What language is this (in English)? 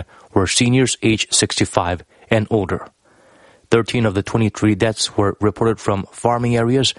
English